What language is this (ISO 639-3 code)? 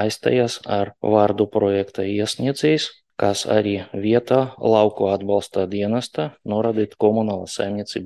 lav